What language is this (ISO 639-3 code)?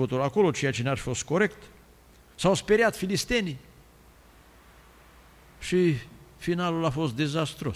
ron